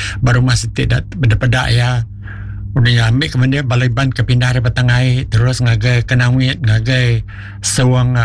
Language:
Iban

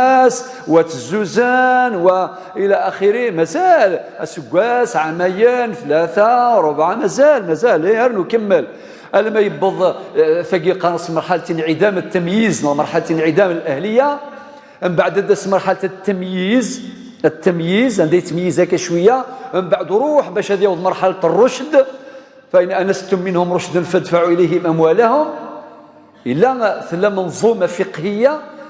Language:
Kabyle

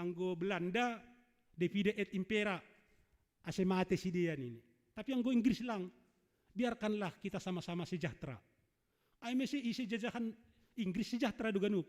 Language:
Batak Simalungun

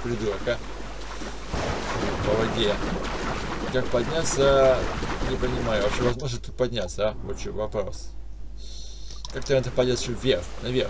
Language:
Russian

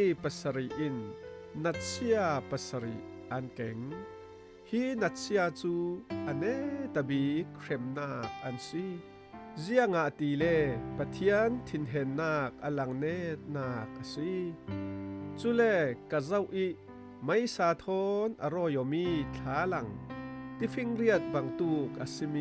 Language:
Falam Chin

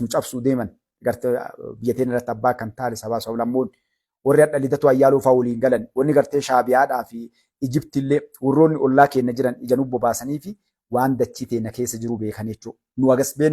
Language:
Oromo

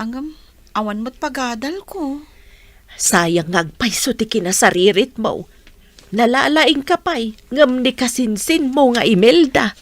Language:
Iloko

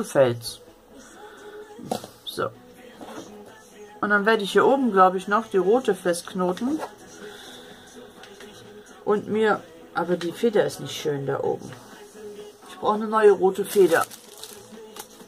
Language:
German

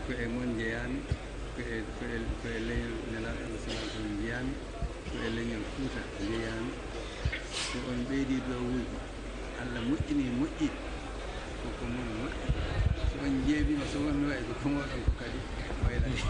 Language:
Fula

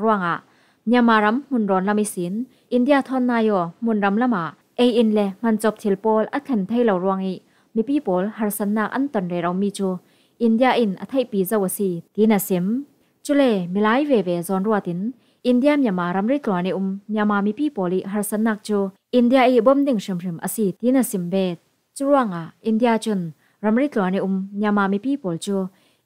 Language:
Falam Chin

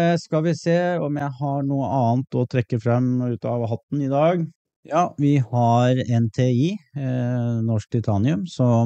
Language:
Norwegian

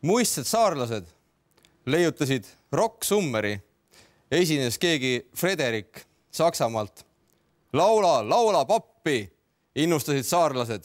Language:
Estonian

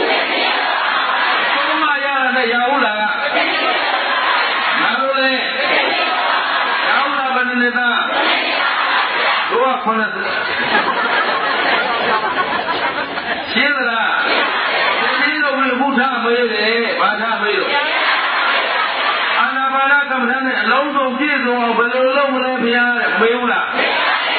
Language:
Burmese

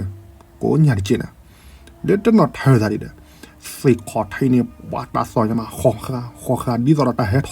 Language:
S'gaw Karen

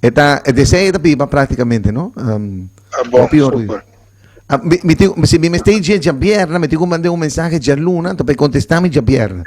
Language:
Papiamento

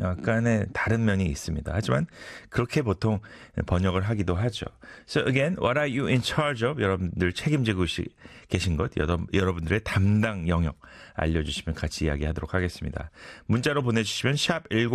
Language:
Korean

